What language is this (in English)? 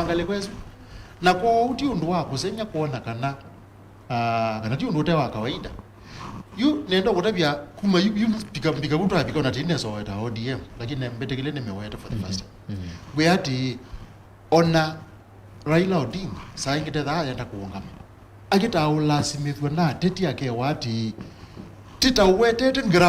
Kamba